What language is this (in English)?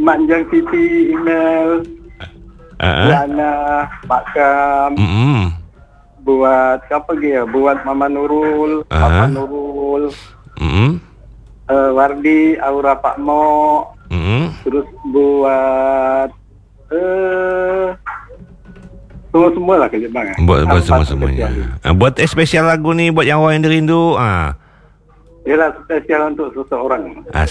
Malay